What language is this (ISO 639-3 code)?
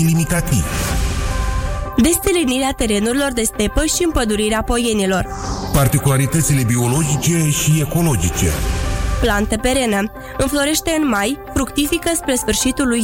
ron